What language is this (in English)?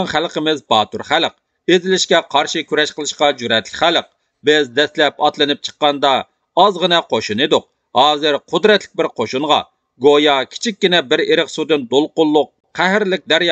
Uyghur